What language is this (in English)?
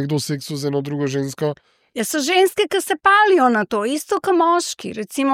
Slovenian